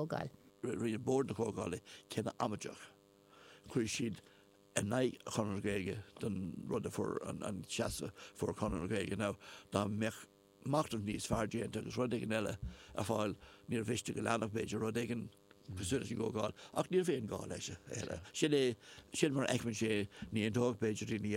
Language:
Irish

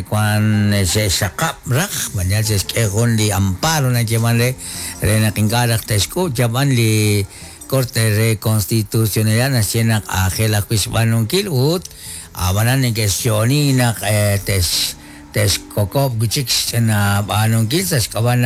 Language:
Kekchí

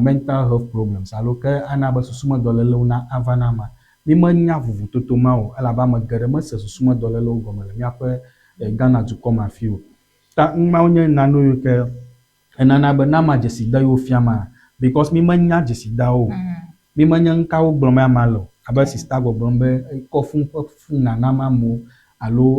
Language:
Ewe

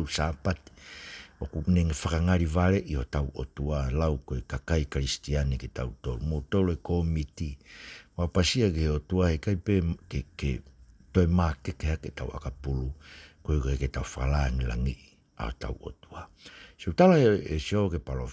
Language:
Tongan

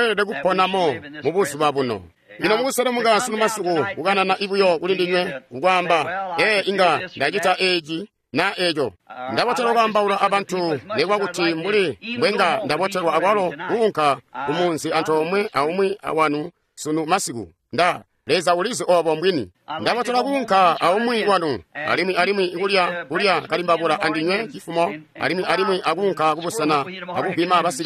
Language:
Tonga (Zambia)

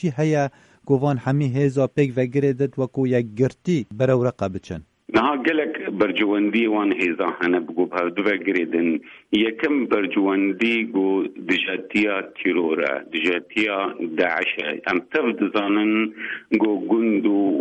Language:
Kurdish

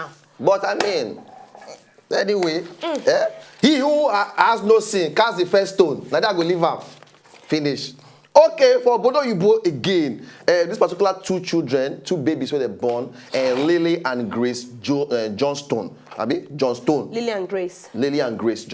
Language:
Nigerian Pidgin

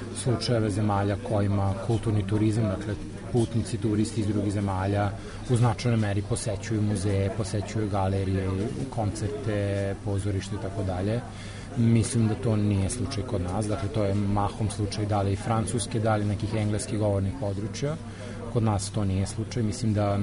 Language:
Serbian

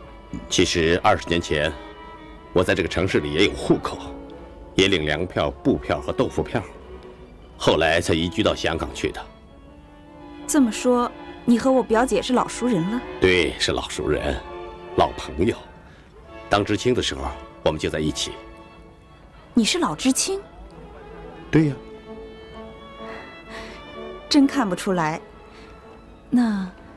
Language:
Chinese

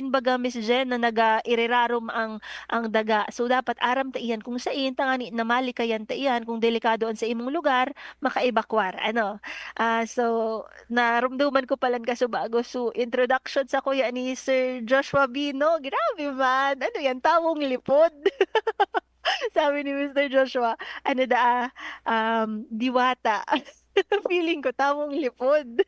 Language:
Bikol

